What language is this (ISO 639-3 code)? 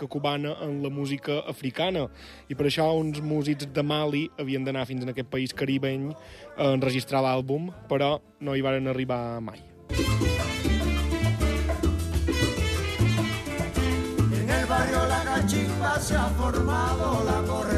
cat